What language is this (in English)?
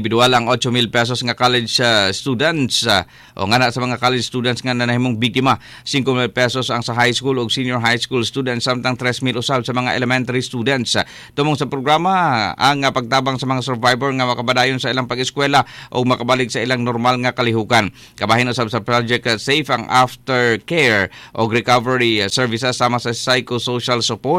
Cebuano